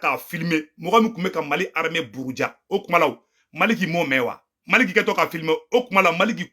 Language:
Bambara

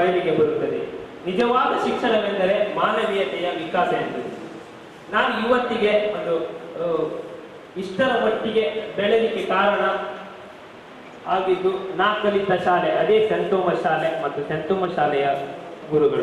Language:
Kannada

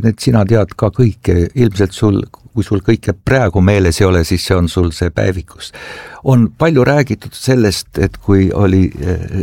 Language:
Estonian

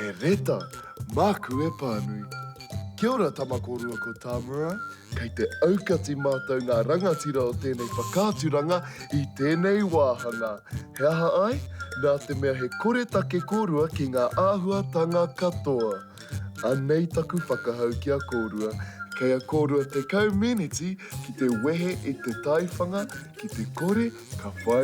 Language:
Māori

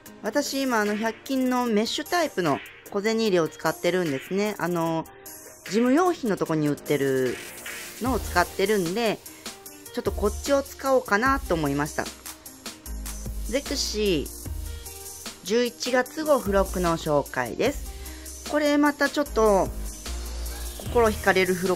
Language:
Japanese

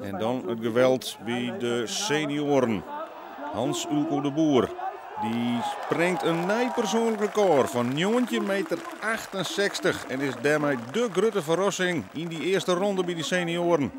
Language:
Western Frisian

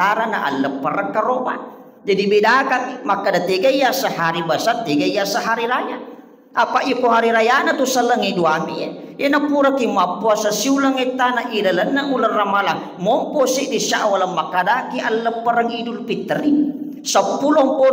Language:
Buginese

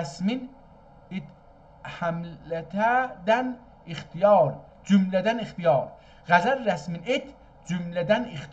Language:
South Azerbaijani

